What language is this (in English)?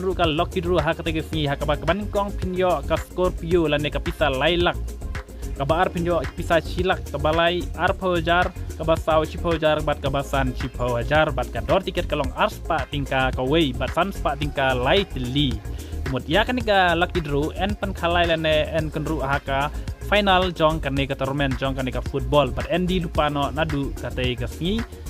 Khasi